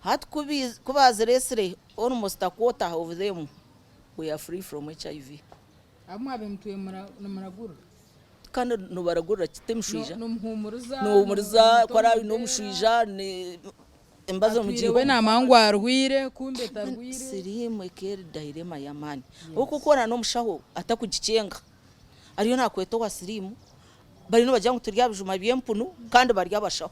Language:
Nyankole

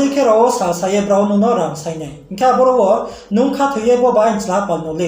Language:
Riang (India)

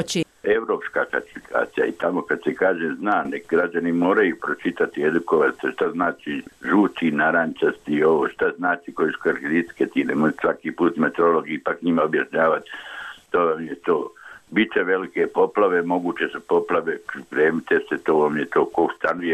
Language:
Bosnian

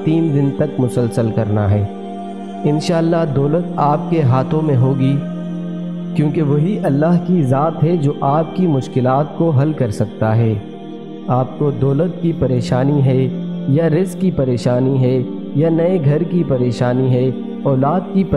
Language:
Urdu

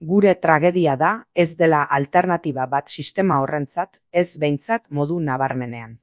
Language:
Basque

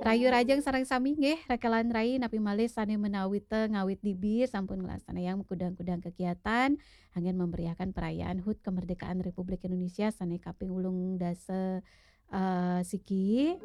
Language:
Balinese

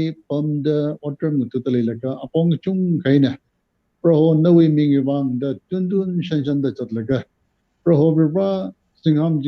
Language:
Tangkhul Naga (India)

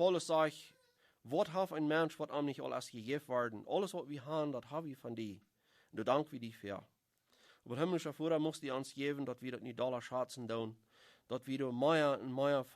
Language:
Plautdietsch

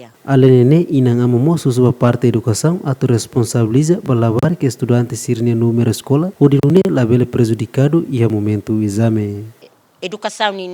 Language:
Tetum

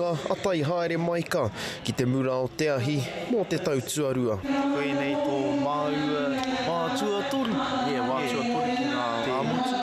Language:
Māori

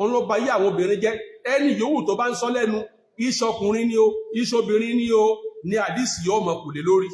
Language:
Yoruba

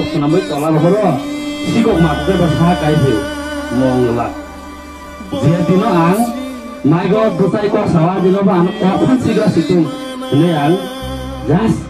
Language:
Kok Borok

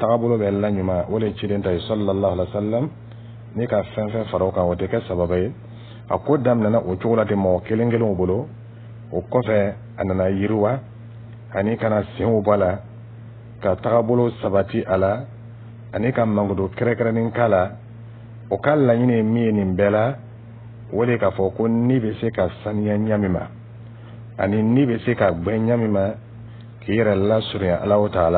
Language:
Dyula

